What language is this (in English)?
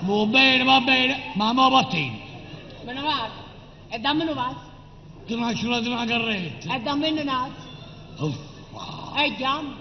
Neapolitan